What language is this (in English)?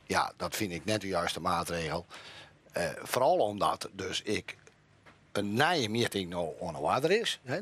Western Frisian